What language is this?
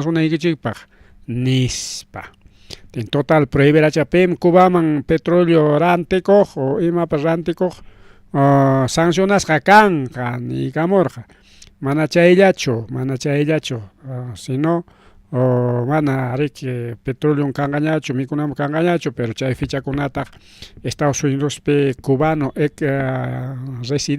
Ayacucho Quechua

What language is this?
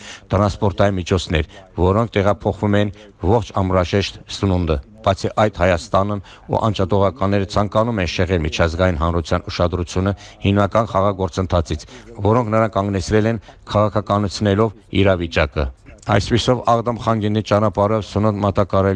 Armenian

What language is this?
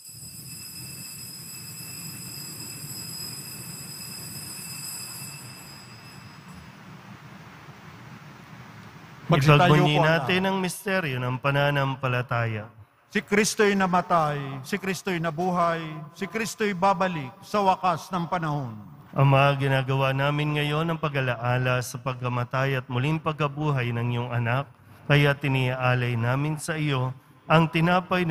Filipino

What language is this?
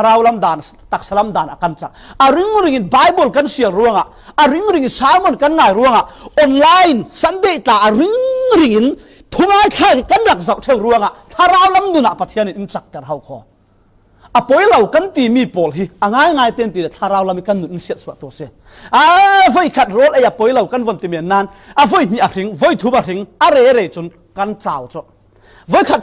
Falam Chin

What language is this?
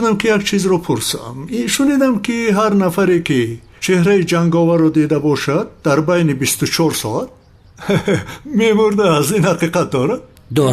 Tajik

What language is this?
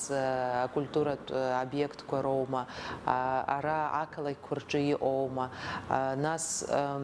Abkhazian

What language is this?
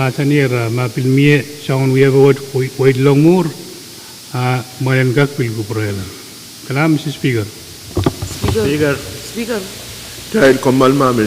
Pohnpeian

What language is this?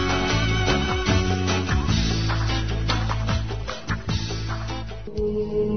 Croatian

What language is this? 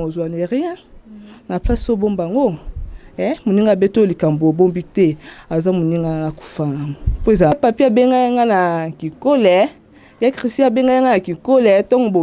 Lingala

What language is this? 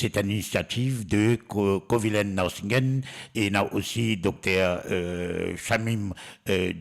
Morisyen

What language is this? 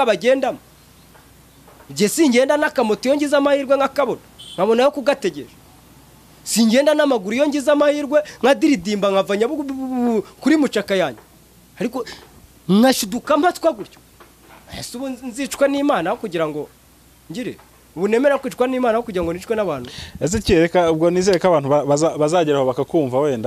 Kinyarwanda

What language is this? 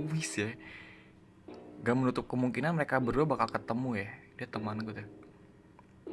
Indonesian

